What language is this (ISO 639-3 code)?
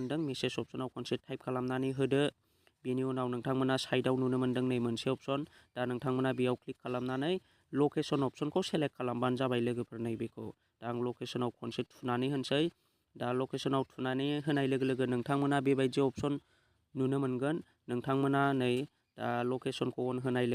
brx